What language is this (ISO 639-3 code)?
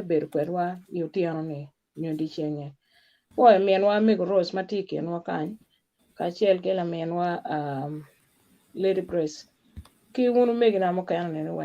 ach